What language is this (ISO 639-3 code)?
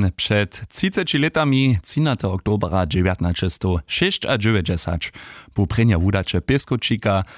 hsb